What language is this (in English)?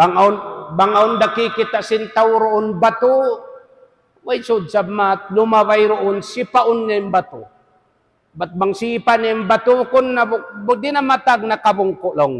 Tausug